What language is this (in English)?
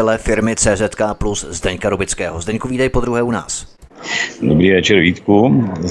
Czech